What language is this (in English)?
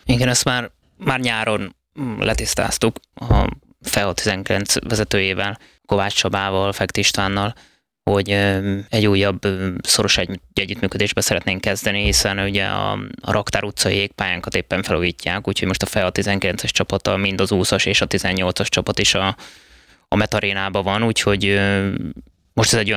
Hungarian